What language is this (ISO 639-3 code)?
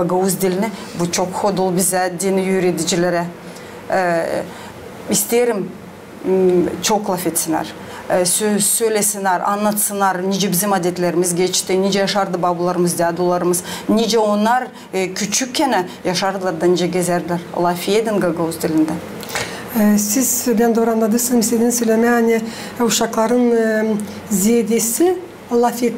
gag